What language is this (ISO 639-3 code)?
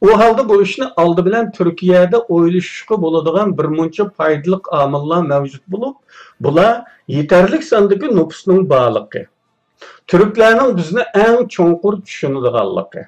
uig